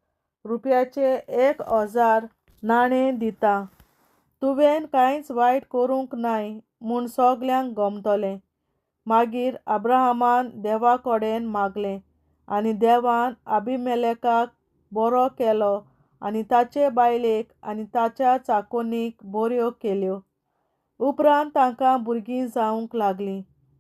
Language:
Konkani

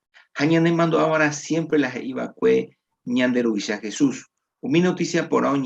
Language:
Guarani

